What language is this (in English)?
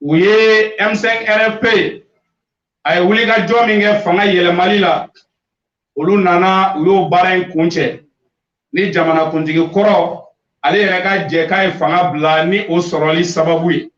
Bambara